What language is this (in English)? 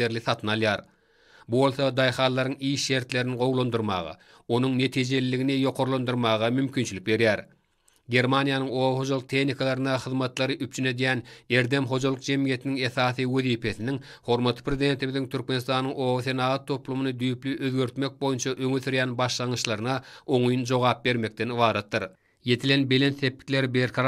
Turkmen